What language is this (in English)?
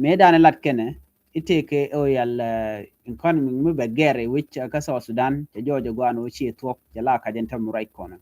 Nuer